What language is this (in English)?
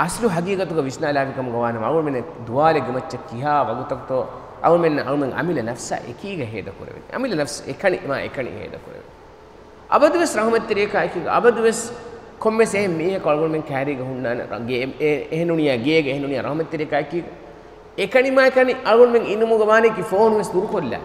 Divehi